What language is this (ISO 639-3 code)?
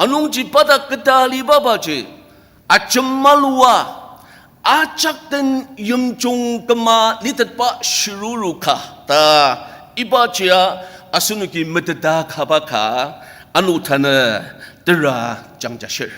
njo